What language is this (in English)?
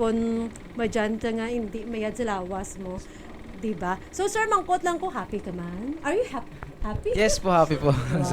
Hiligaynon